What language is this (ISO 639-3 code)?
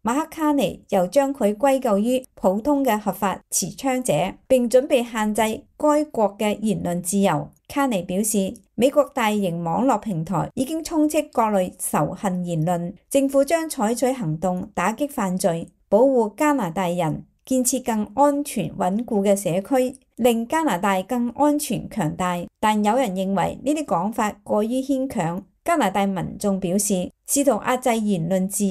yue